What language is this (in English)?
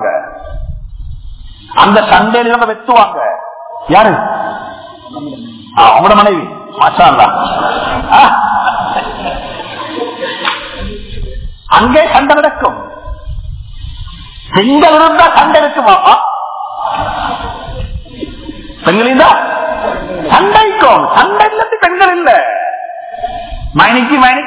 Tamil